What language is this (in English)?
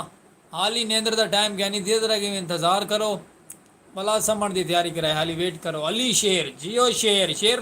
Saraiki